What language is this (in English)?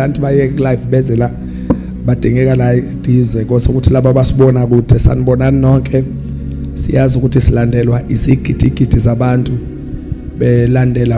Zulu